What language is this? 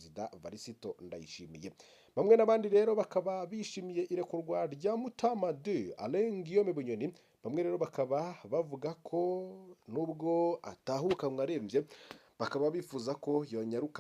Rundi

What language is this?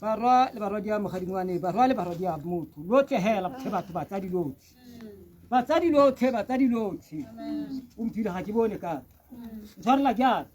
Tswana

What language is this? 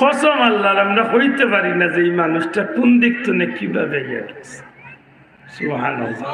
Sylheti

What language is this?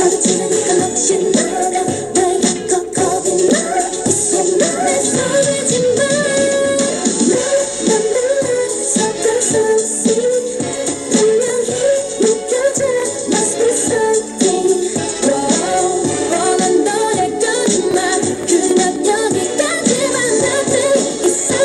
Korean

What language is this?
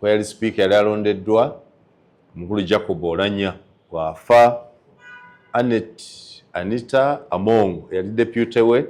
Ganda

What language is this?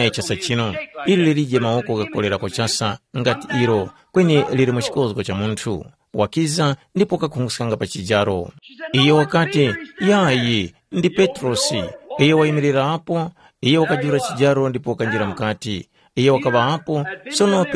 Tumbuka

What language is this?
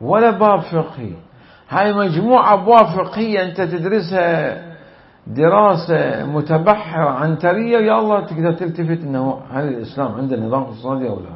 Mesopotamian Arabic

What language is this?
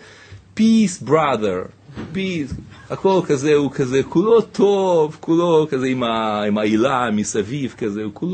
Hebrew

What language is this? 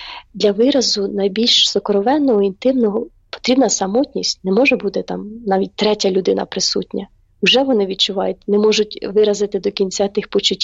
Ukrainian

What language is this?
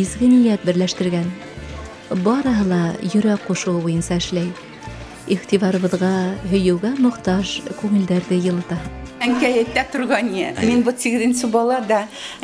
Bashkir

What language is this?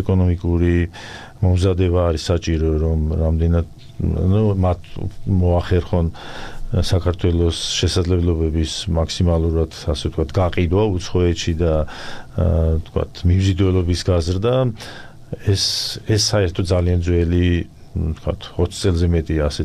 Georgian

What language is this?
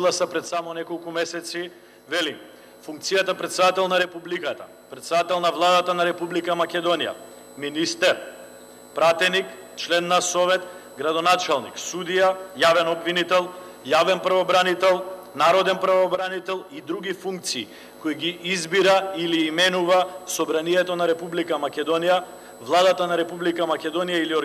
Macedonian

